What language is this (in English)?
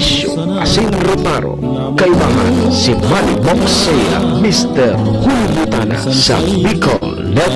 Bikol